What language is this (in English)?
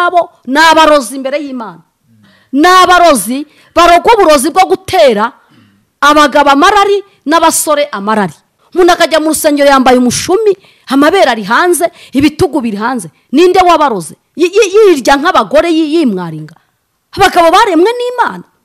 Kinyarwanda